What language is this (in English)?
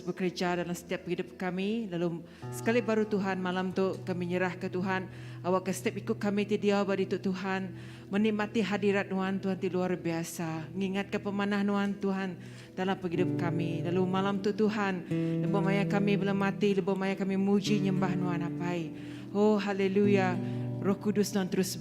Iban